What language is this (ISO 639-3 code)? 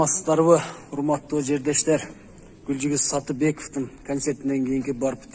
kir